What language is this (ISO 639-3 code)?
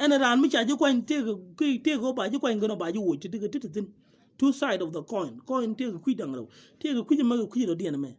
nus